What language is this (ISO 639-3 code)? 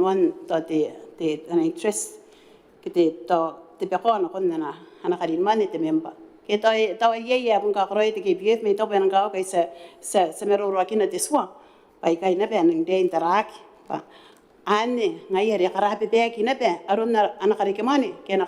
gil